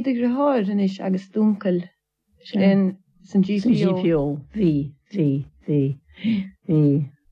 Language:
Irish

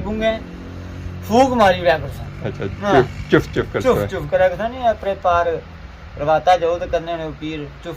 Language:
Pahari-Potwari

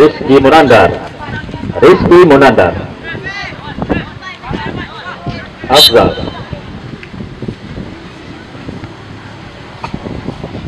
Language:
Indonesian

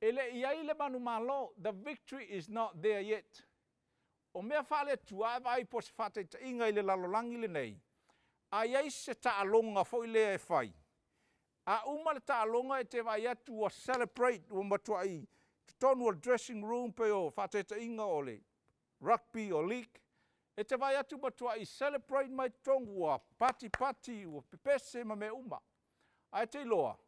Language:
Samoan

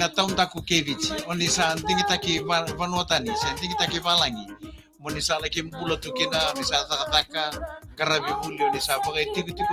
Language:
Fijian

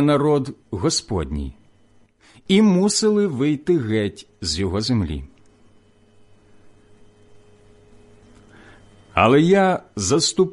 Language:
Ukrainian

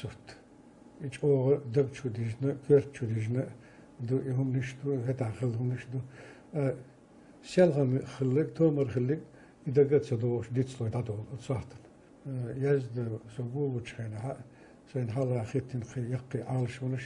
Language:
Chechen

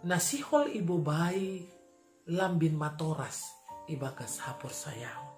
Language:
Batak Simalungun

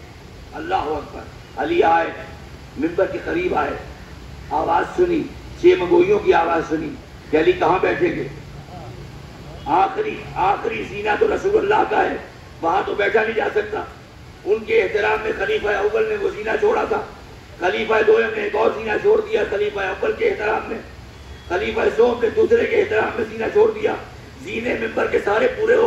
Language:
Urdu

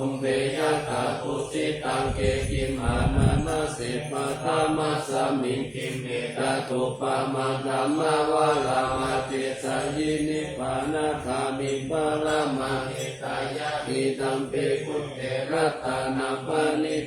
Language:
Pali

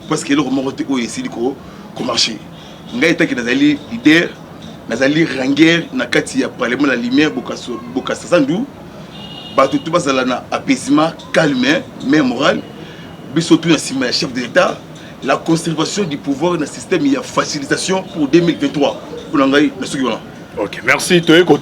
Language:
Lingala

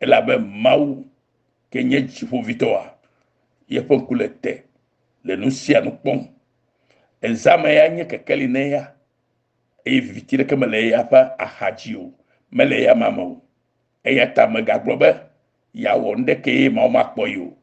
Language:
Ewe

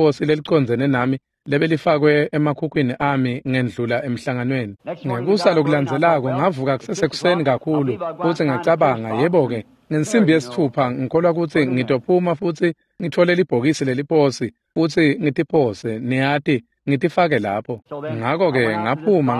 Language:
Swati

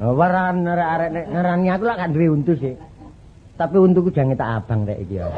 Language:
Javanese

